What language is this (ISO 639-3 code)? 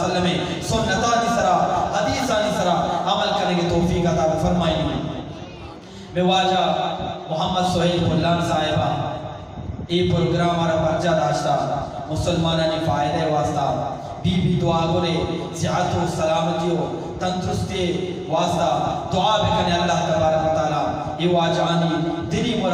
bgp